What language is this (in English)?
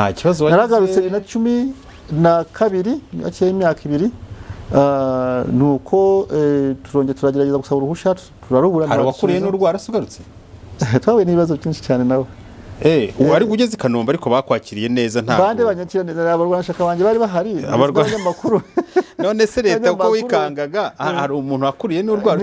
Kinyarwanda